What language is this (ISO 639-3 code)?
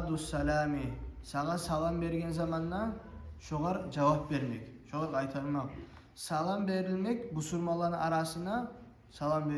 kum